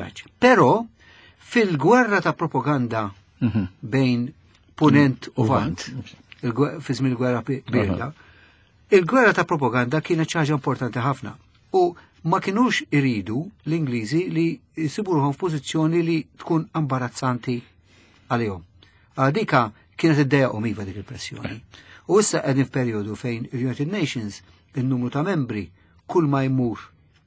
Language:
Maltese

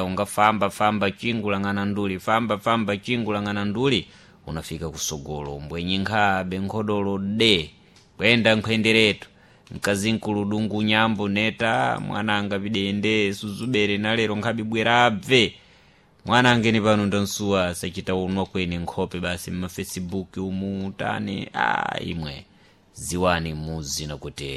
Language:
Sena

